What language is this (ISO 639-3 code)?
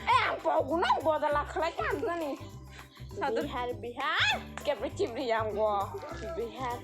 trp